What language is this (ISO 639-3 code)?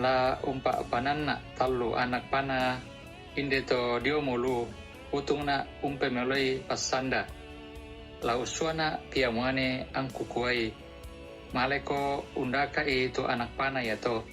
sda